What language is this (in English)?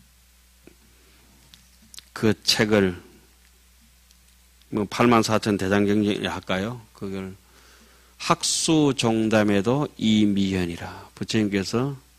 Korean